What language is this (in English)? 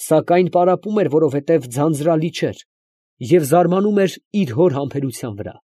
Armenian